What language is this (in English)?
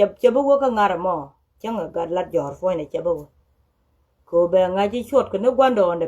Nuer